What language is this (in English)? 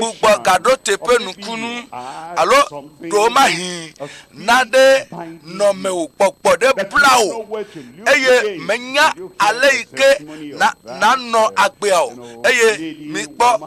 Ewe